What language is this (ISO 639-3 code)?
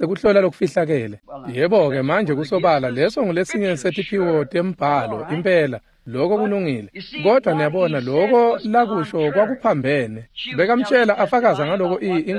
ssw